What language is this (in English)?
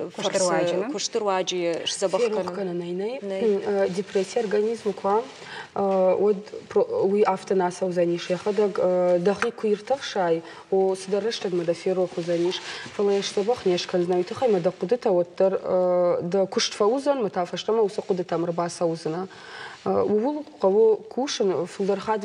Ossetic